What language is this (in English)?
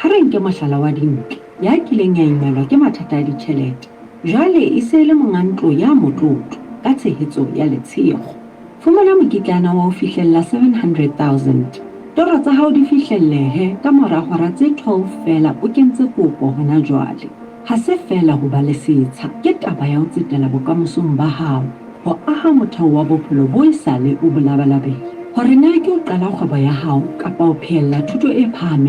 Southern Sotho